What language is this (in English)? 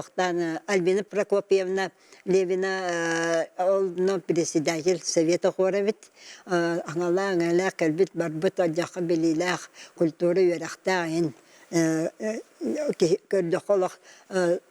Yakut